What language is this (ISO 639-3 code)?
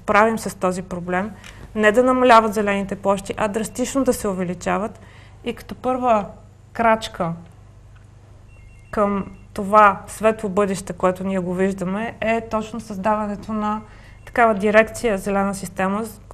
bul